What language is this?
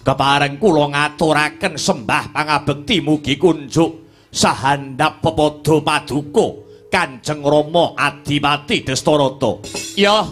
Javanese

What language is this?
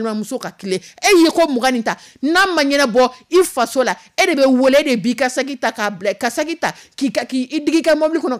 Dyula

